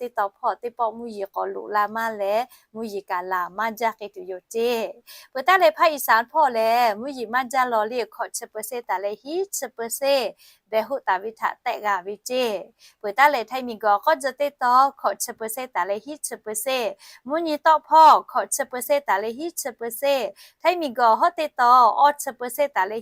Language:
Lahu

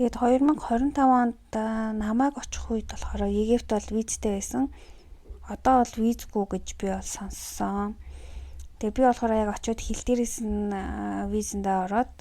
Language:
Mongolian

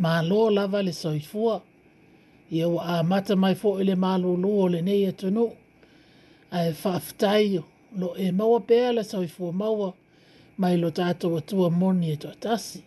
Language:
Samoan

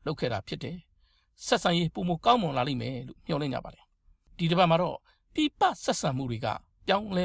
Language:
Burmese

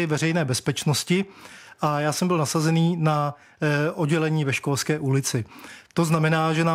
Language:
Czech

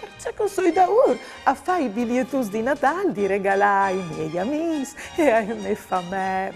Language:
Friulian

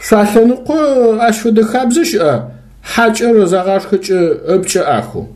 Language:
Adyghe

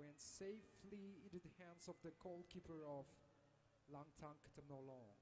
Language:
Tangkhul Naga (India)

